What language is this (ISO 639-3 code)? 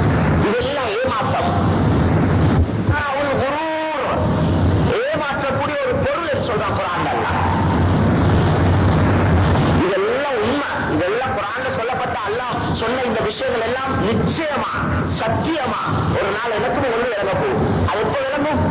tam